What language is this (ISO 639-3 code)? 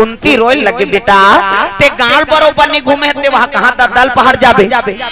hne